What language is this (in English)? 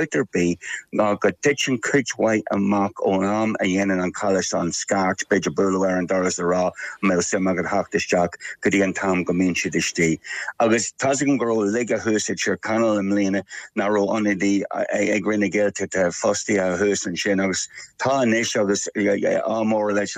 Irish